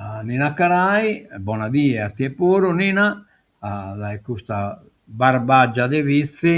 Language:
Sardinian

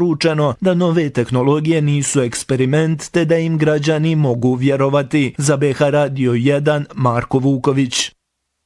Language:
Bosnian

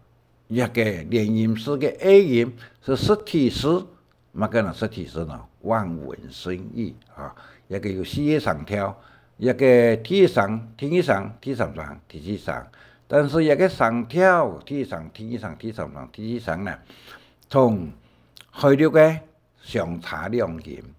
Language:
Hakka Chinese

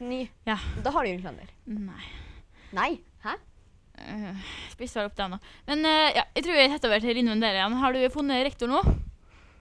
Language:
Norwegian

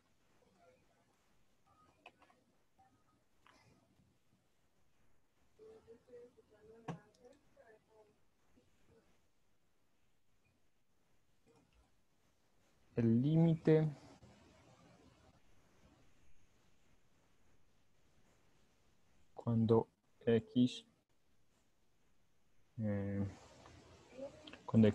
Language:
Spanish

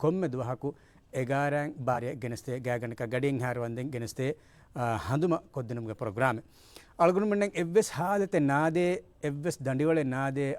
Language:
Divehi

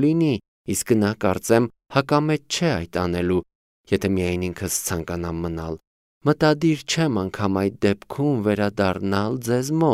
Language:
Armenian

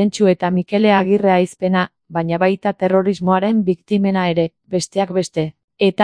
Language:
Basque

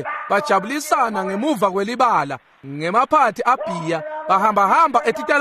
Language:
Swati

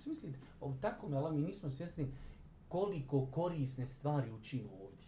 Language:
Bosnian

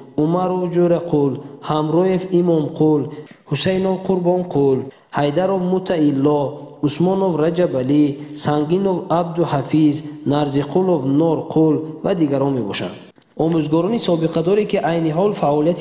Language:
Tajik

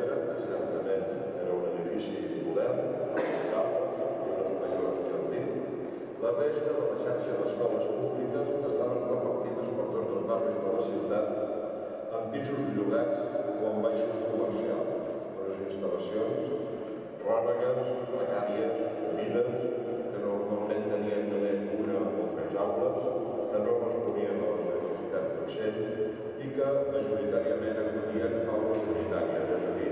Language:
Catalan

